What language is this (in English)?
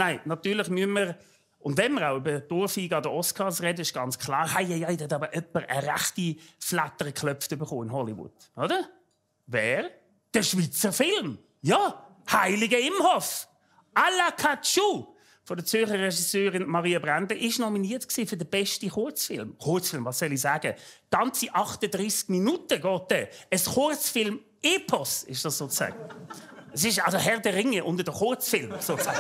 Swiss German